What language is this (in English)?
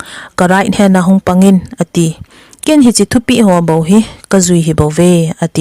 Thado Chin